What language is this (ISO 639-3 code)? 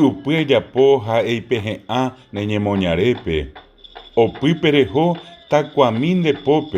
grn